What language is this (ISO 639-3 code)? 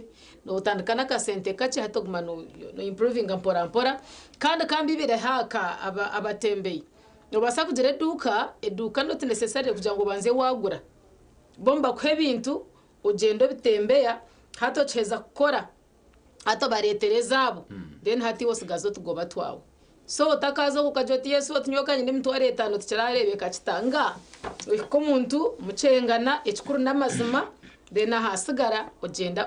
nyn